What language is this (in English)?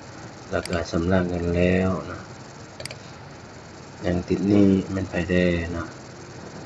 Lao